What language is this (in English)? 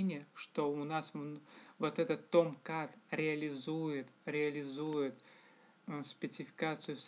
Russian